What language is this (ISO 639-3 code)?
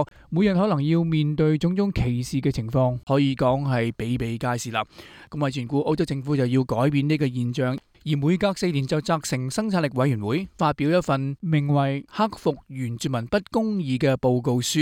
yue